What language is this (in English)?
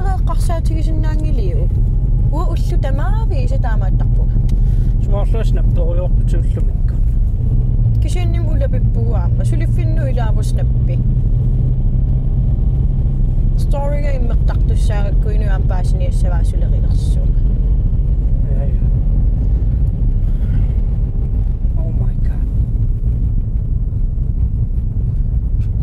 Kalaallisut